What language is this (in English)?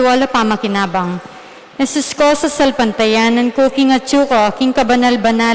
Pampanga